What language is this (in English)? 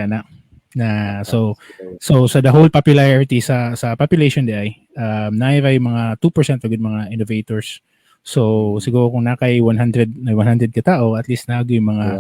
Cebuano